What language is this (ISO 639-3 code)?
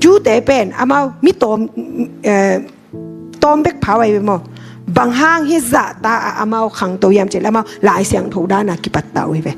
ctd